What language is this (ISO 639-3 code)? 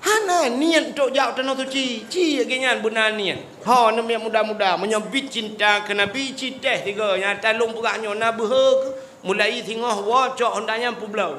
ace